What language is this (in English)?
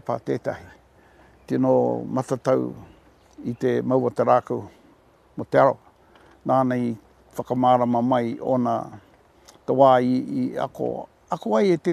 Māori